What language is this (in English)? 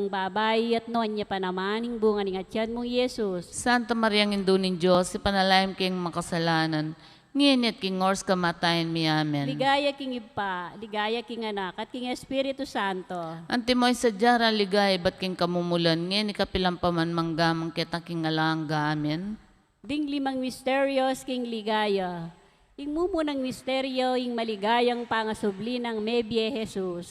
Pampanga